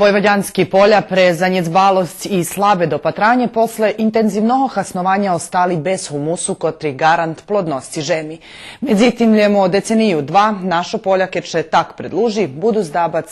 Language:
Rusyn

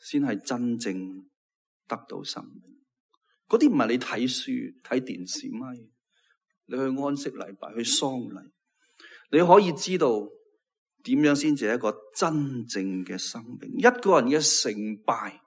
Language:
Cantonese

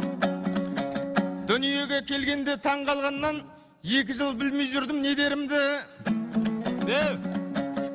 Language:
Kazakh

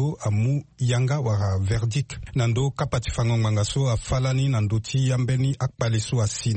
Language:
Sango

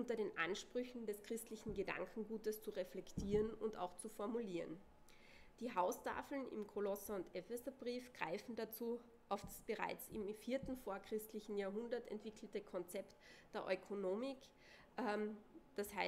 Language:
German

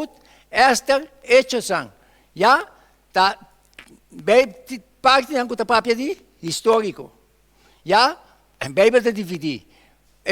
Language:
Papiamento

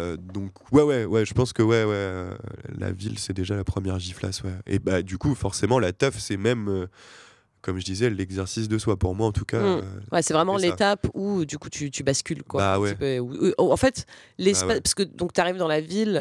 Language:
French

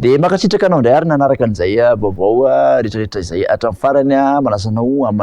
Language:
Malagasy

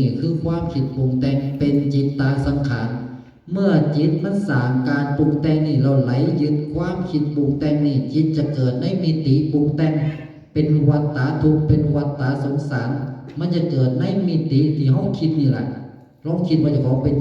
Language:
Northeastern Thai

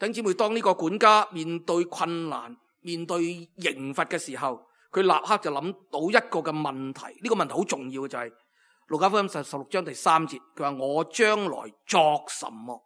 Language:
Cantonese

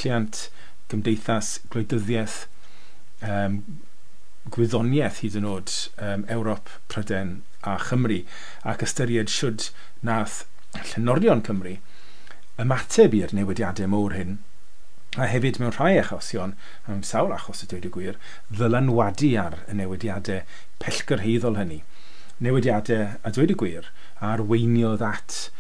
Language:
Welsh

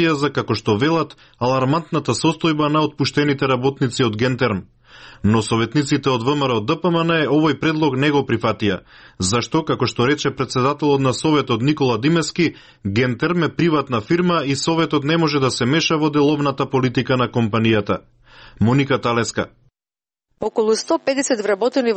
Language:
Macedonian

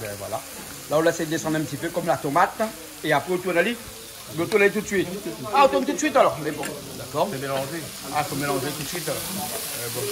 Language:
Réunion Creole French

